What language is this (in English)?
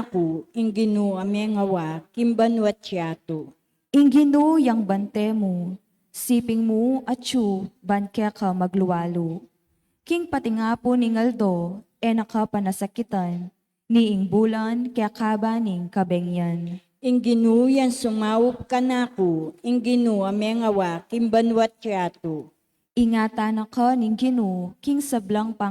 Pampanga